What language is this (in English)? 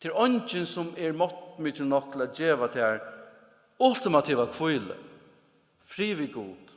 Faroese